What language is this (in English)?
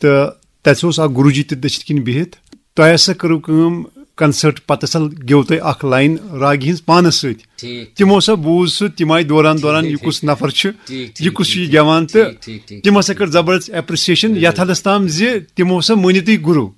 Kashmiri